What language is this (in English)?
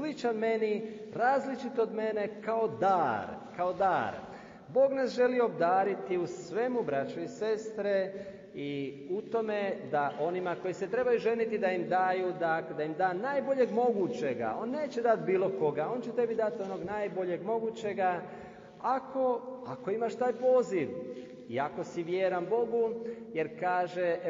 Croatian